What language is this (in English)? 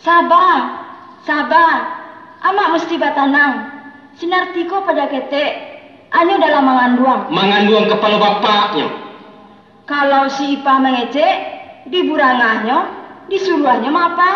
Minangkabau